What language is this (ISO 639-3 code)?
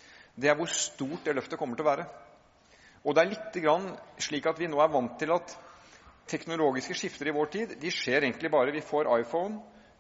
nor